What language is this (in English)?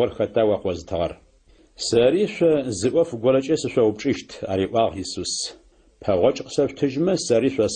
Adyghe